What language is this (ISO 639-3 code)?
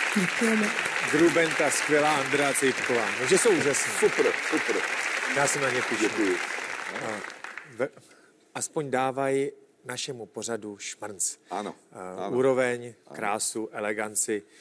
ces